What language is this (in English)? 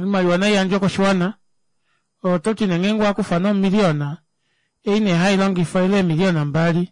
Kuanyama